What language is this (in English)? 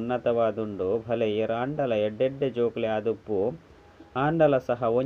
Tulu